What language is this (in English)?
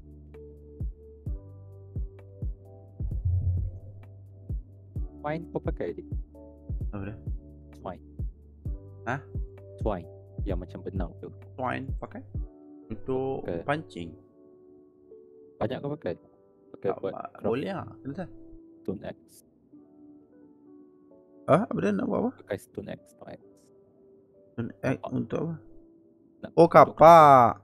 Malay